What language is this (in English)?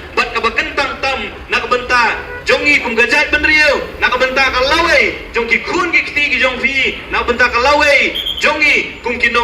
Khasi